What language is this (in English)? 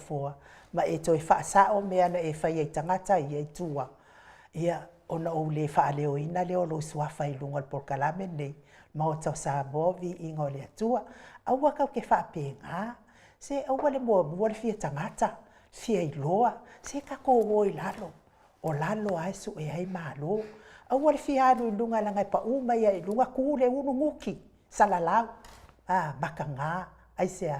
Samoan